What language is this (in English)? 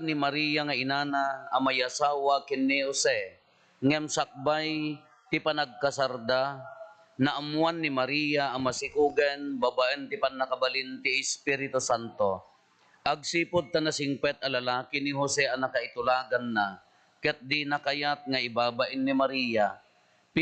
Iloko